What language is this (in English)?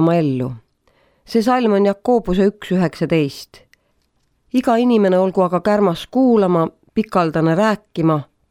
Estonian